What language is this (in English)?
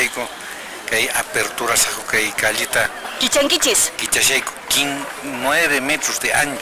Quechua